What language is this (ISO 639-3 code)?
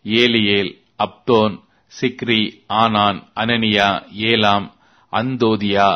tam